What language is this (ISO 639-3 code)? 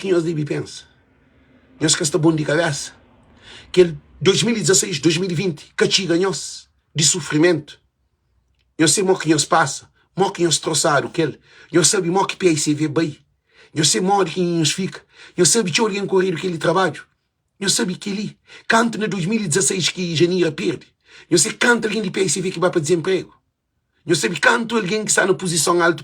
kea